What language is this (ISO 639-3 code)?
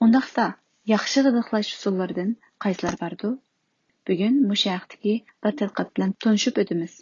uig